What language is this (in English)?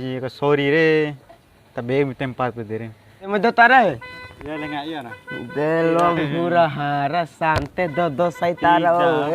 Bima